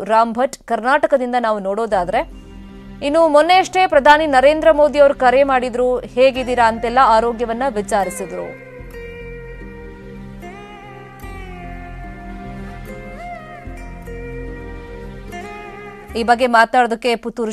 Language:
Kannada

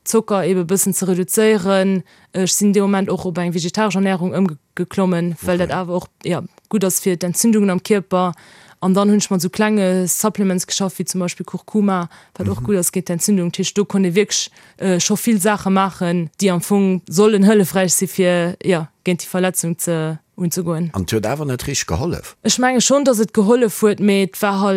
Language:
Luxembourgish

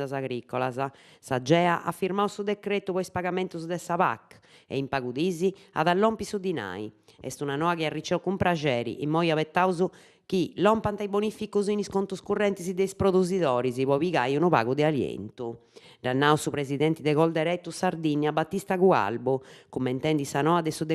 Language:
Sardinian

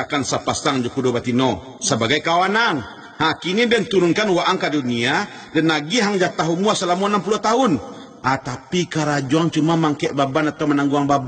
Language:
Minangkabau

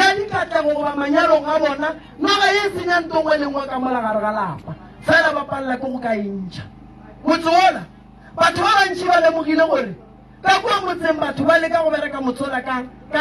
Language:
Northern Sotho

